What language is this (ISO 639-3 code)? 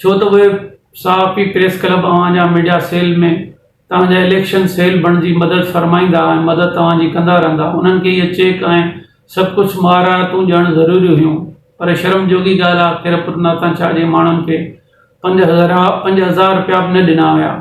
snd